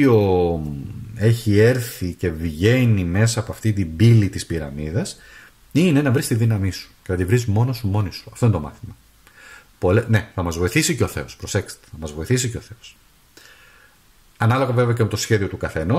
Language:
Greek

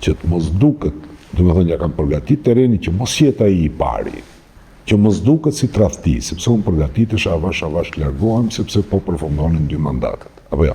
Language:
Albanian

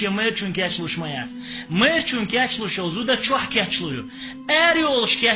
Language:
Chechen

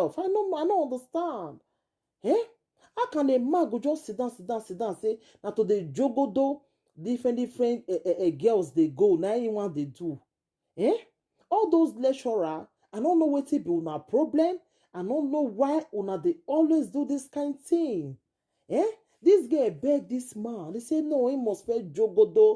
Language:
Nigerian Pidgin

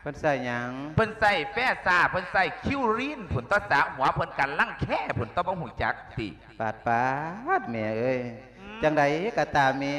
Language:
Lao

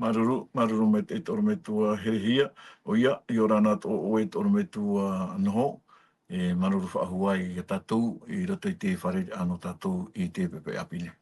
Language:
Tahitian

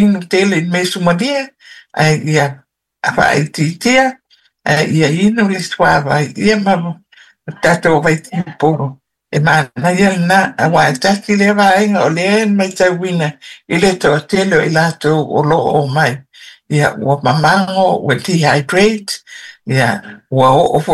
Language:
Samoan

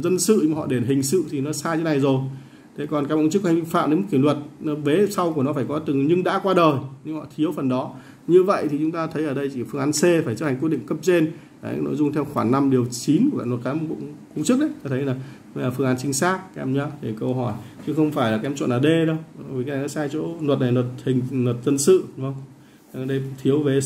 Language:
Vietnamese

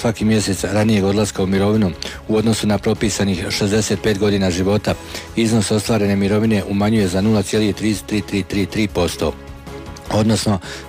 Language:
Croatian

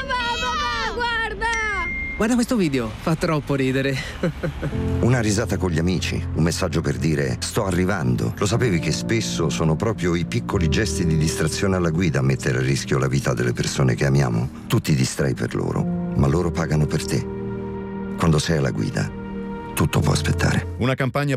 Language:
Italian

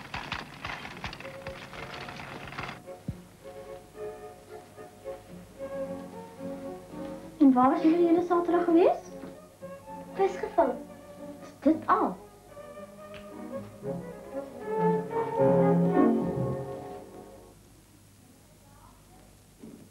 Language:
Afrikaans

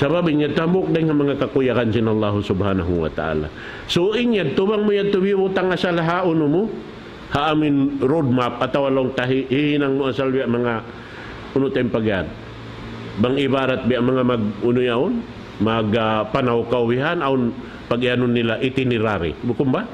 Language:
Tausug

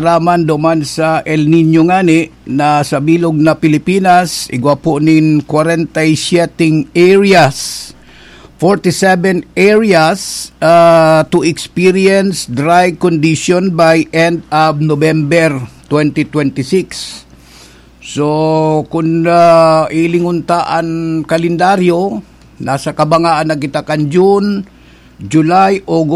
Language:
Bikol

